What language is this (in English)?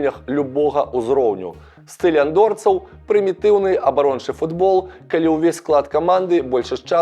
Belarusian